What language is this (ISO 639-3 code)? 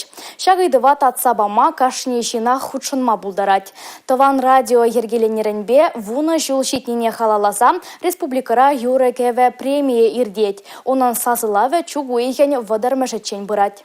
chv